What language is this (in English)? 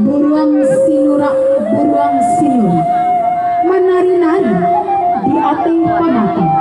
Minangkabau